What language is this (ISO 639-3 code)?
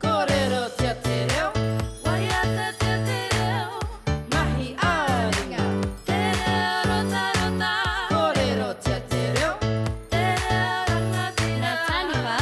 mri